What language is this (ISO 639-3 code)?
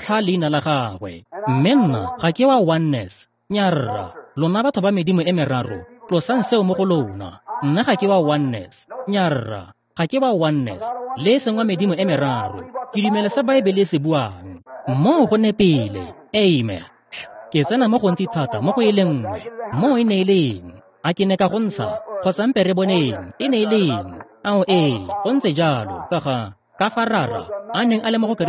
tsn